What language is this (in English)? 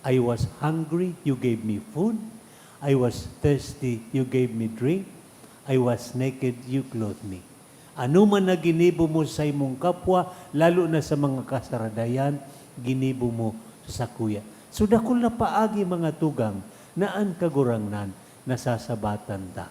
Bikol